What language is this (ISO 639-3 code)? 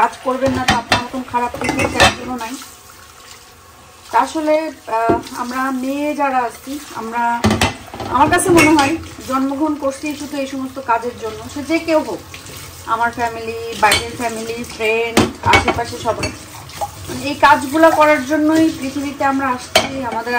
ben